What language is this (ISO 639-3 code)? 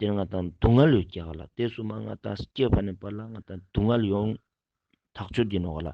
lbj